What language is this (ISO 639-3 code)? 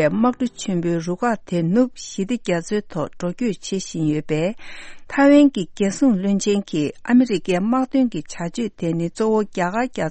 bod